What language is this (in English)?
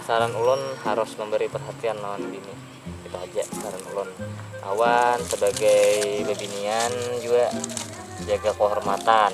Banjar